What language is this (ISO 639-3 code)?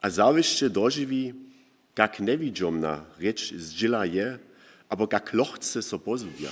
hsb